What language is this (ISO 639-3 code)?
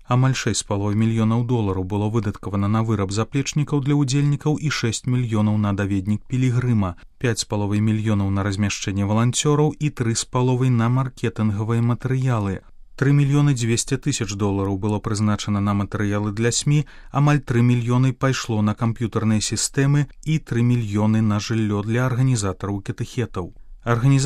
bel